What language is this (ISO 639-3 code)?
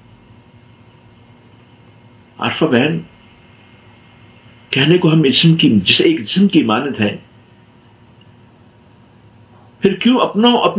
urd